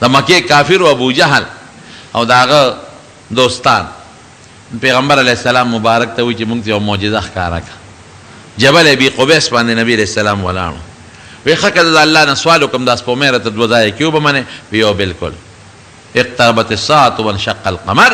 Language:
Pashto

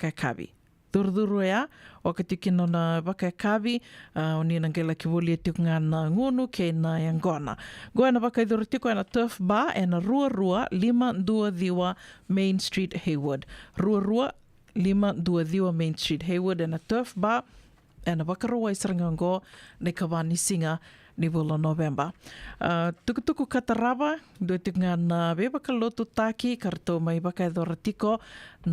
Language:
Fijian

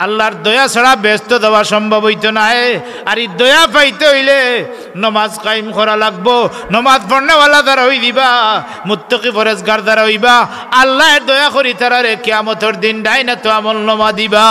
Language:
Sylheti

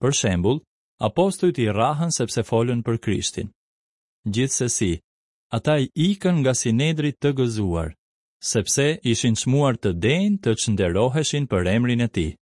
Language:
Albanian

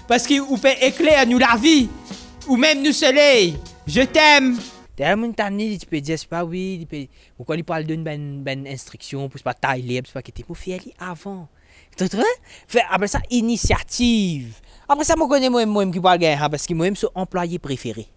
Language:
Morisyen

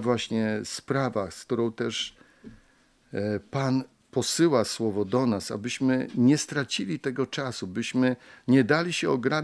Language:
Polish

